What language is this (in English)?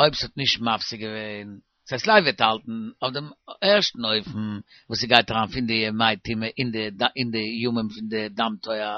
Yiddish